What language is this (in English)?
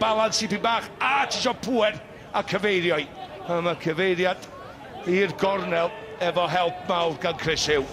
Welsh